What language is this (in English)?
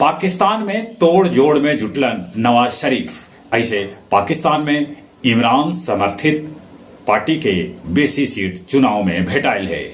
Magahi